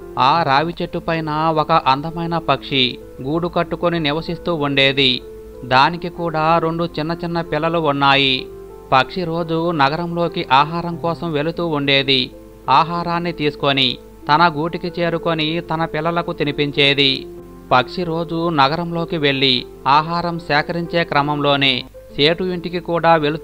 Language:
Telugu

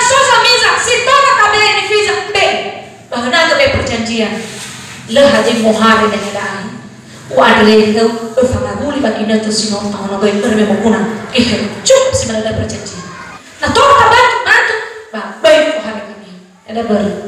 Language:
Nias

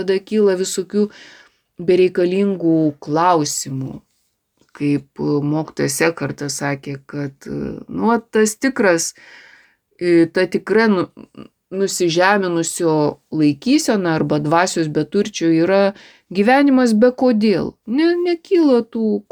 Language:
Lithuanian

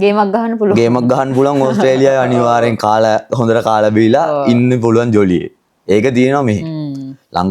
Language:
Sinhala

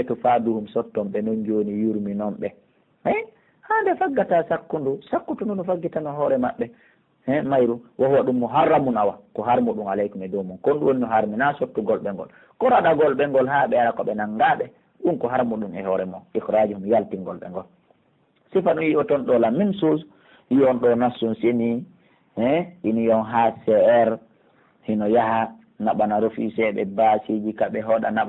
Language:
Pular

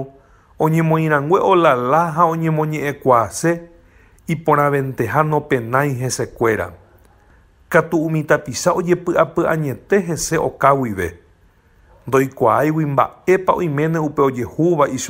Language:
Guarani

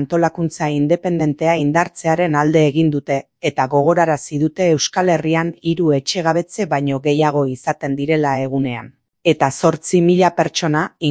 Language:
Basque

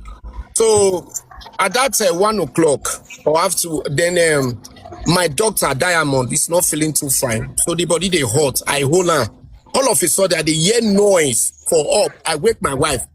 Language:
Nigerian Pidgin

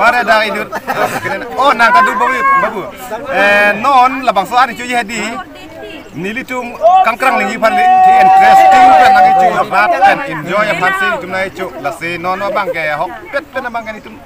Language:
Karbi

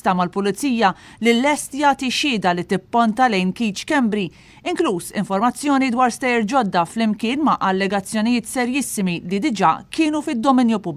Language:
Maltese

